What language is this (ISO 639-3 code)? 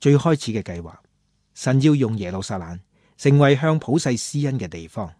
yue